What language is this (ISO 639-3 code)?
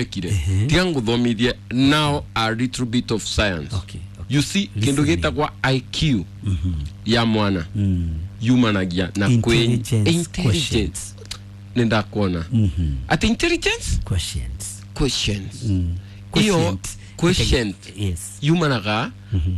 kik